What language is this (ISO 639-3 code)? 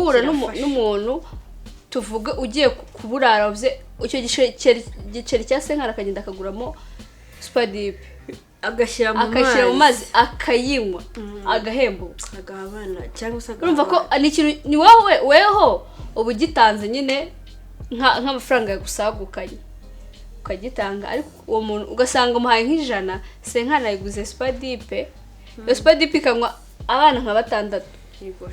kin